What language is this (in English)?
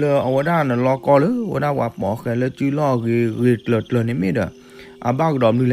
S'gaw Karen